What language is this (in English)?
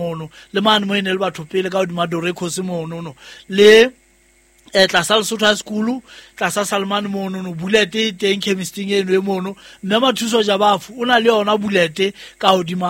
Southern Sotho